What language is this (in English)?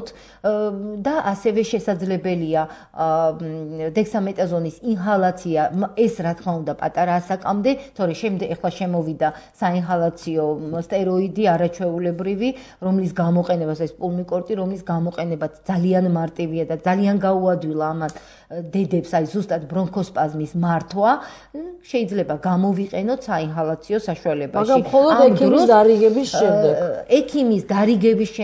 Georgian